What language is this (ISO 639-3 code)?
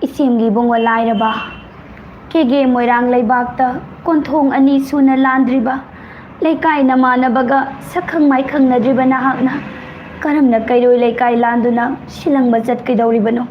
mni